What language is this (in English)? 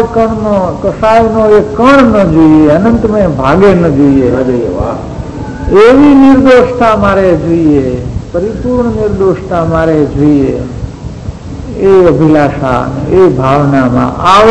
Gujarati